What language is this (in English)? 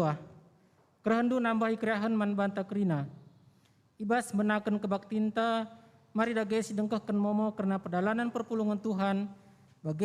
Batak Karo